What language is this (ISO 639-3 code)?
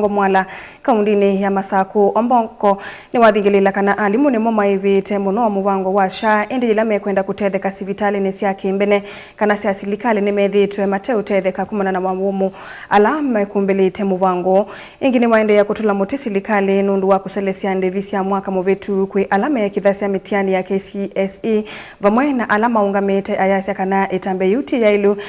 kam